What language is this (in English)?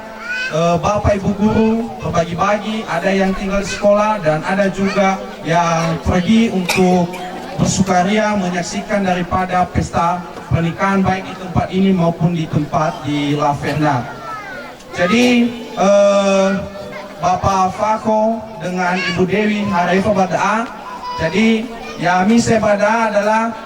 Nias